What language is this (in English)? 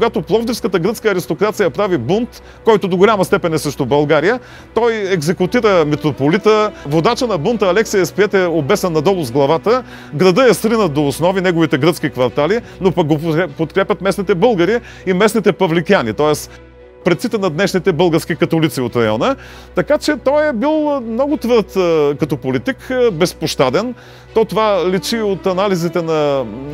Bulgarian